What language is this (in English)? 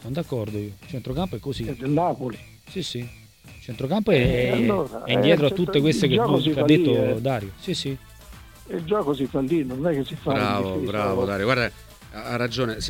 Italian